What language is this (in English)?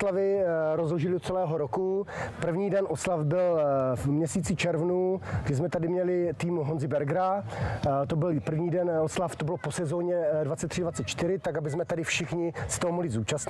Czech